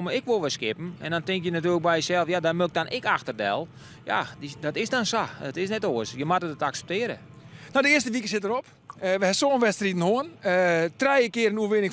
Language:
Western Frisian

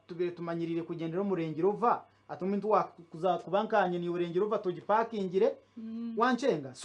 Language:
Nyankole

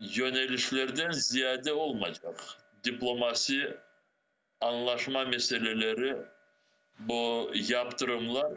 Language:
Crimean Tatar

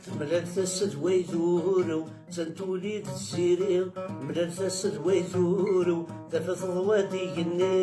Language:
Kabyle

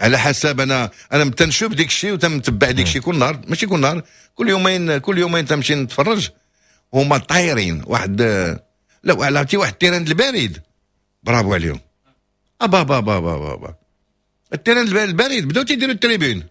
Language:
Moroccan Arabic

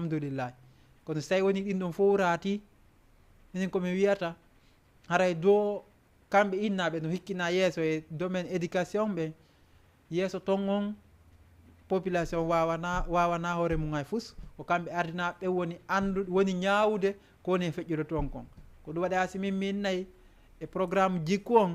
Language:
Fula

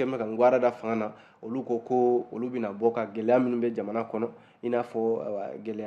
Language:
Bambara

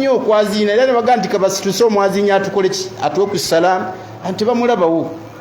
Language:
Ganda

